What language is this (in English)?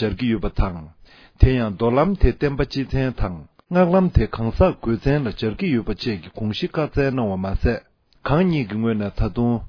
Tibetan